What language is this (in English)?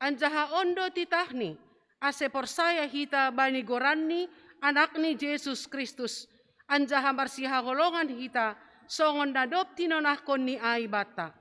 Batak Simalungun